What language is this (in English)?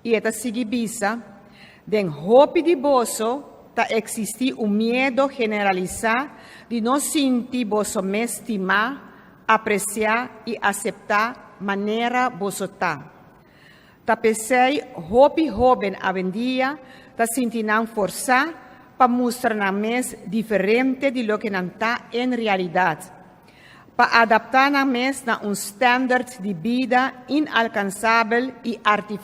Papiamento